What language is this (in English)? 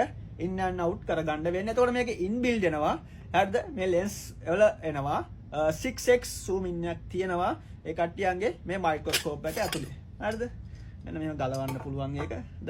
Sinhala